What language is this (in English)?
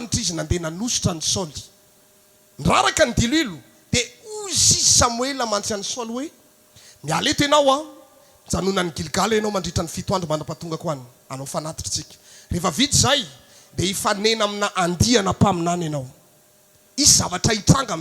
Malagasy